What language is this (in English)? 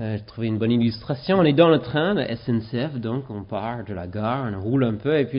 French